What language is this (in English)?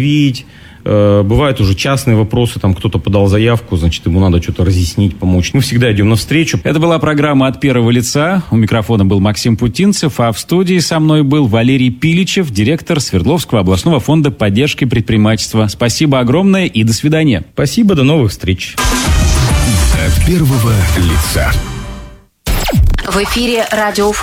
Russian